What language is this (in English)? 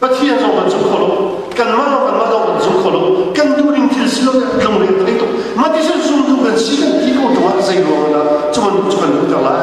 Hakha Chin